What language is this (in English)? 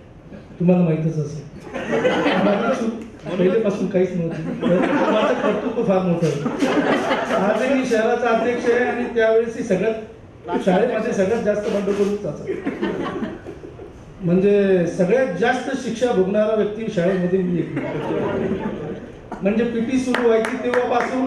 Marathi